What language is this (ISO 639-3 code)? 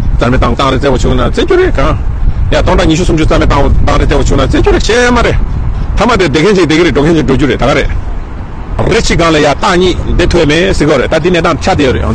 bod